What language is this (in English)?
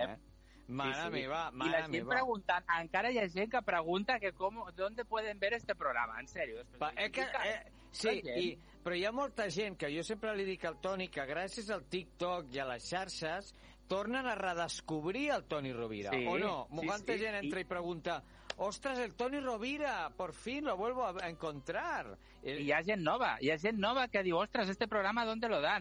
Catalan